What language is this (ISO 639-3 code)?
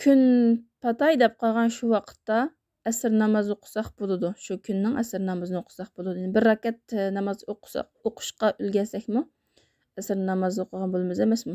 uig